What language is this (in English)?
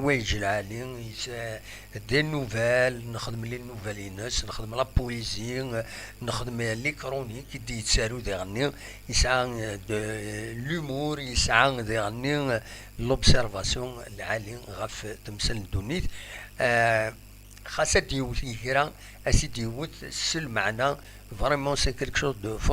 Kabyle